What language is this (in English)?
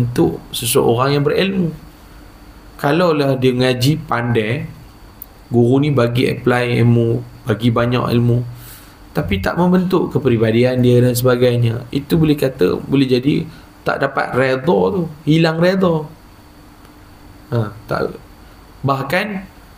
Malay